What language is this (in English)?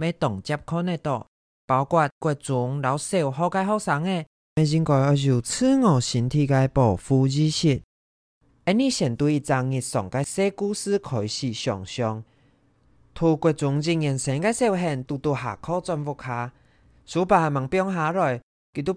Hakka Chinese